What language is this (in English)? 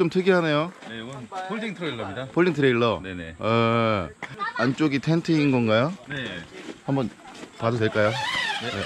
Korean